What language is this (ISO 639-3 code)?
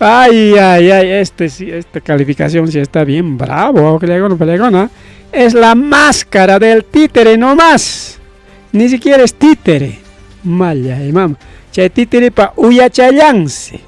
quy